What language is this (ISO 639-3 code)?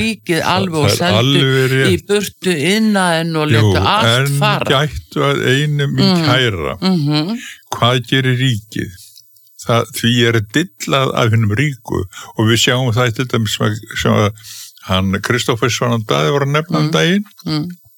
isl